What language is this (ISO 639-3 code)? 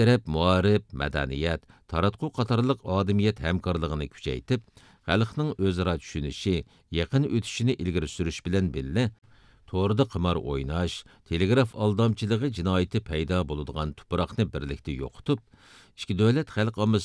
uig